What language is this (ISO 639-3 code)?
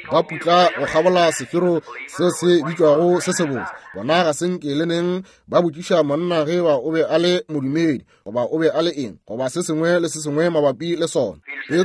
nso